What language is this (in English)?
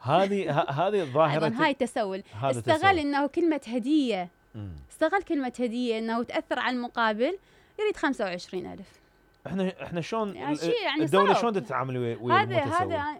Mesopotamian Arabic